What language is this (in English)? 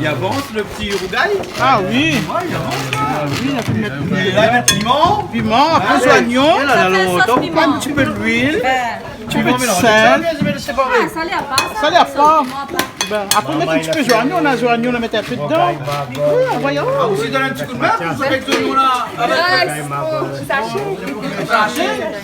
Réunion Creole French